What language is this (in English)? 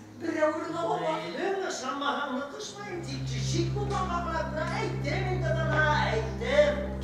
Bashkir